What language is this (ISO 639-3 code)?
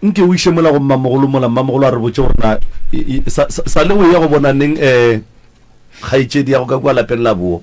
nso